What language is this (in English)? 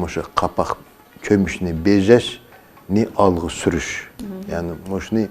Uyghur